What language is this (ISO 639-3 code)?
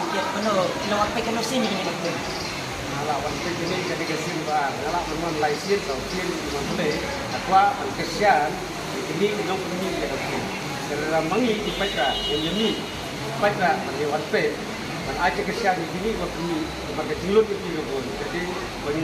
kha